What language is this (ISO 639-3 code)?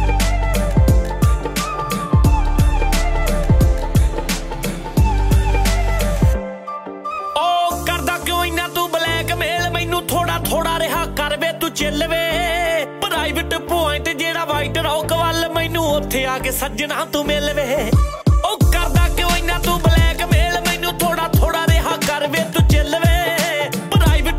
pan